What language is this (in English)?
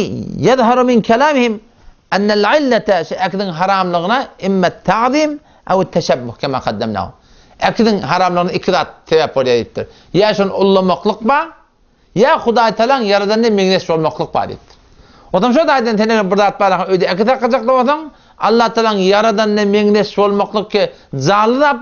Turkmen